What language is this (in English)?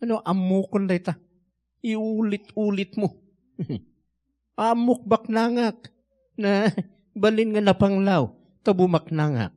Iloko